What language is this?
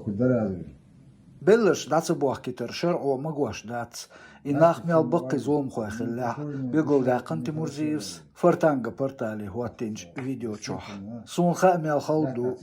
Chechen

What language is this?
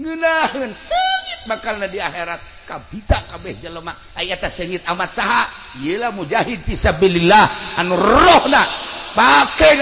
Sundanese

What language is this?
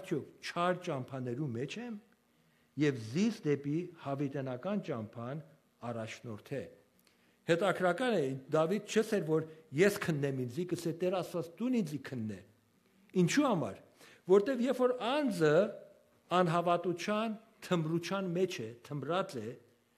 Western Armenian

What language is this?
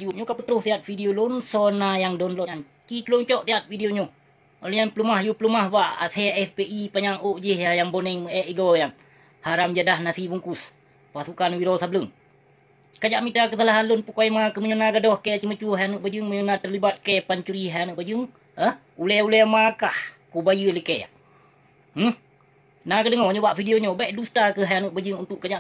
Achinese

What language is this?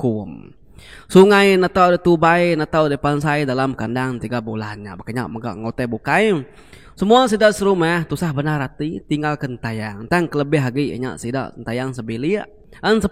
Iban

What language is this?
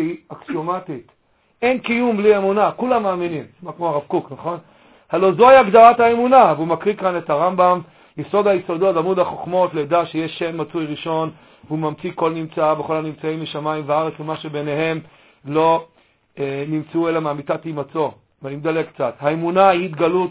Hebrew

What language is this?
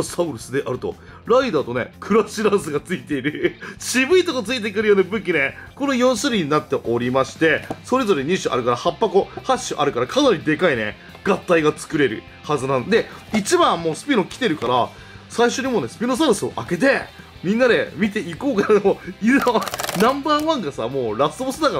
Japanese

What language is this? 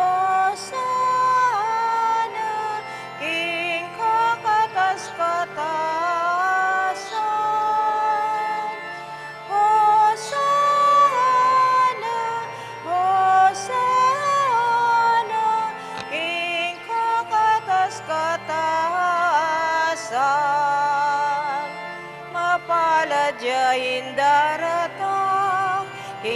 Pampanga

